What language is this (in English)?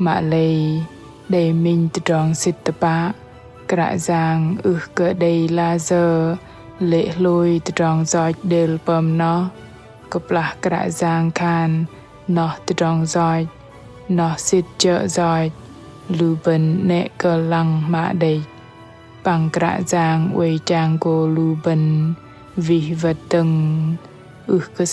Bahnar